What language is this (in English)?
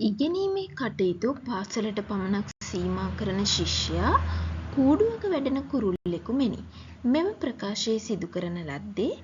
Sinhala